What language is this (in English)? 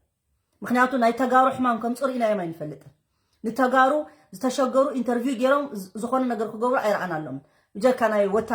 Tigrinya